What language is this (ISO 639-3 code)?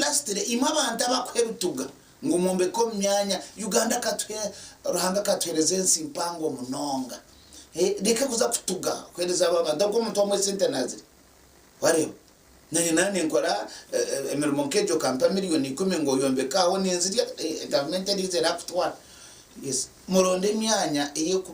nyn